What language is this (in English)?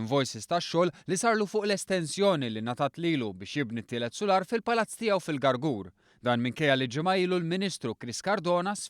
Maltese